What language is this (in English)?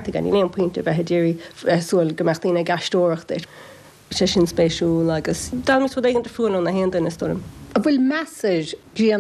Irish